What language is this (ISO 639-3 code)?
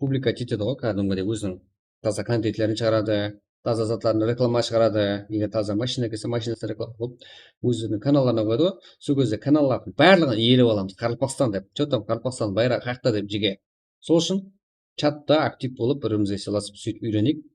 kaa